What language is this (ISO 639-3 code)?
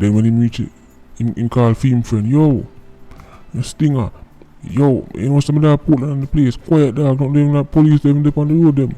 jam